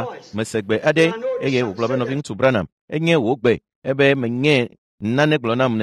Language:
Ewe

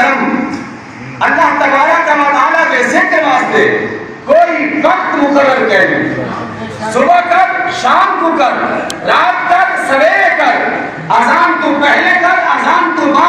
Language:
Saraiki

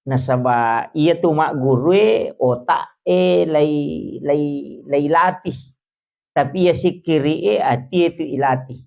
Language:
Buginese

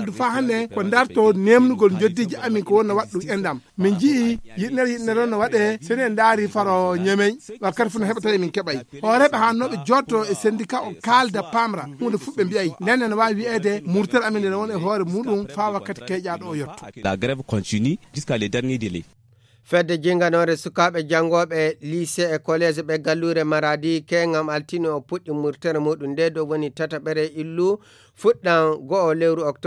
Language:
Fula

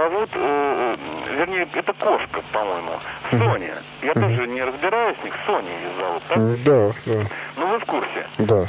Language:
Russian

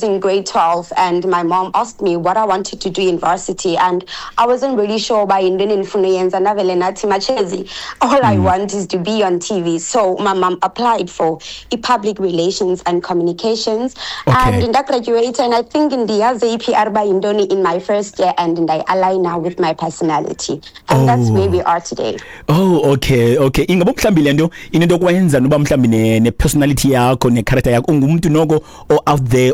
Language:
Xhosa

